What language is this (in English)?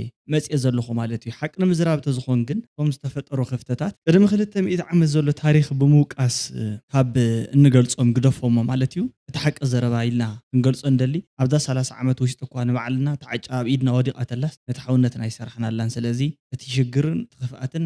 Tigrinya